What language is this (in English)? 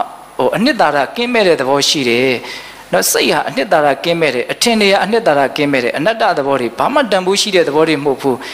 Burmese